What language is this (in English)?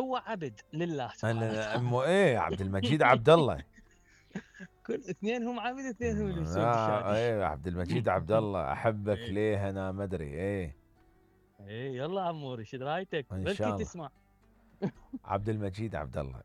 Mesopotamian Arabic